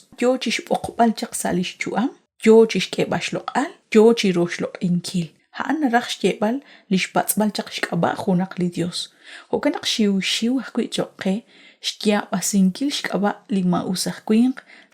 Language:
Kekchí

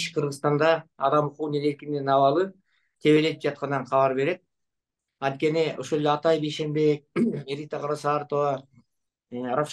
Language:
Kyrgyz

